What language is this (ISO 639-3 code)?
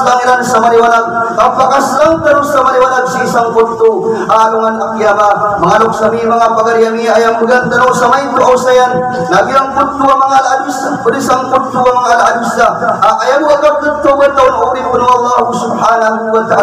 mrw